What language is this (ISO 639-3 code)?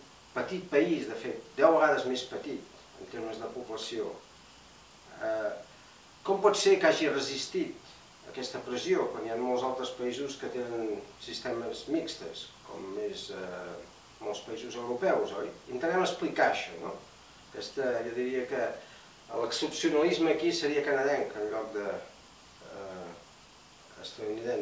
cat